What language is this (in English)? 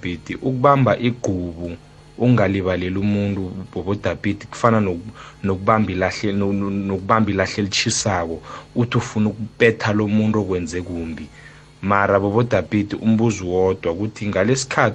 South Ndebele